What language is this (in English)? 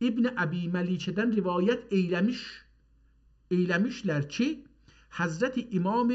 South Azerbaijani